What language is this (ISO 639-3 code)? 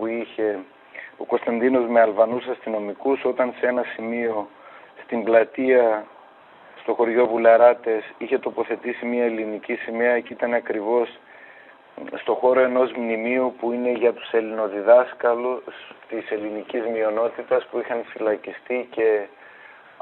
ell